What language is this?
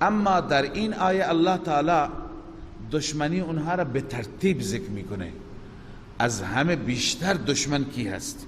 Persian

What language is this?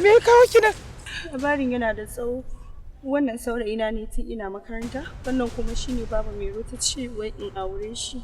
Hausa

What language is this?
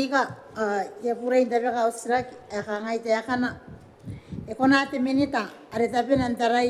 Gilbertese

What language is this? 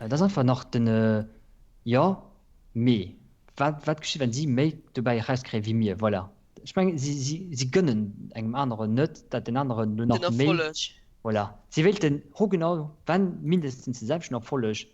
Luxembourgish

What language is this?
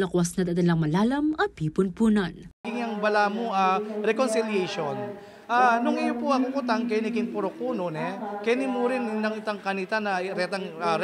Pampanga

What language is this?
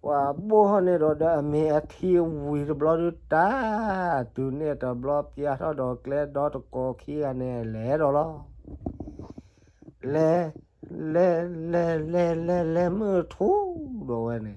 S'gaw Karen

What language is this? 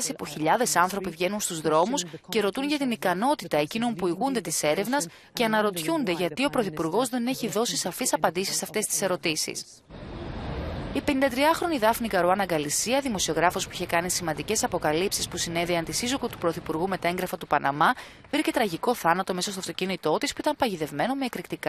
Greek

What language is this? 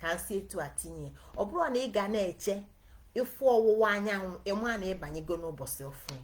Igbo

